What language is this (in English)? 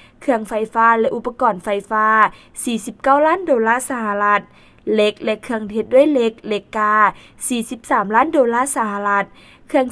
Lao